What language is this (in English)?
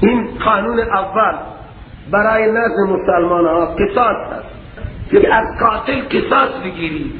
Persian